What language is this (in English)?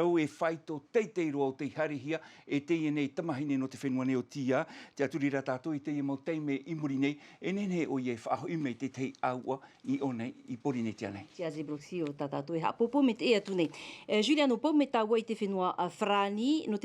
Tahitian